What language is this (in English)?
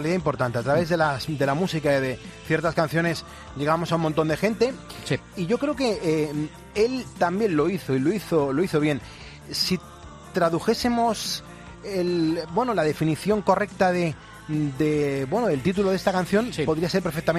Spanish